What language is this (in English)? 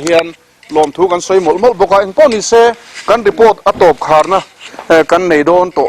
Mizo